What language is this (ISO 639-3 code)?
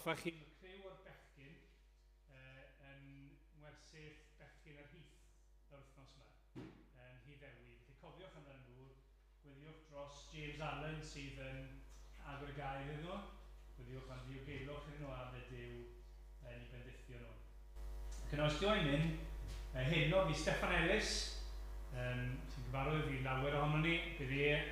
cym